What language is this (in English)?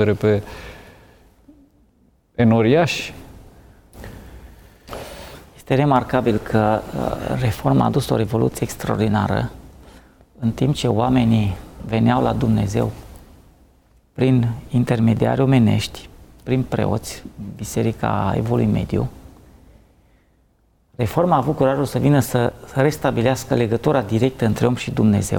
Romanian